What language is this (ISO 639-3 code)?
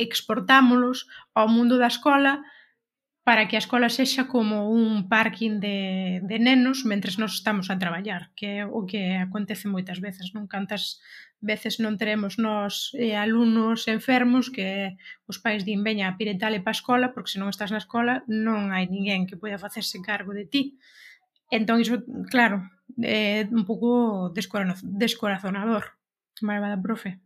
glg